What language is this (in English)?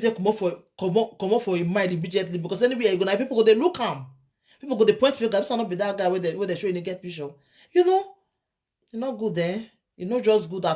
Nigerian Pidgin